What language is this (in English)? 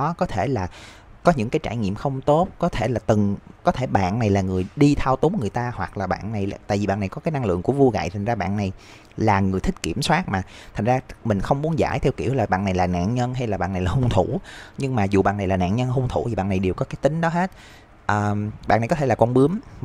Vietnamese